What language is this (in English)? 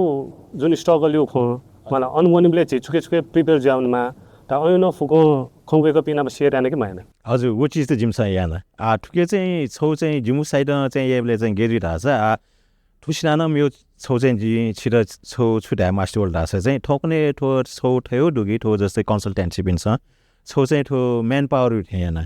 Newari